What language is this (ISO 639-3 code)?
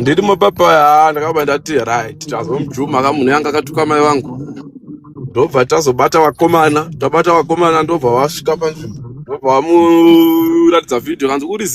sna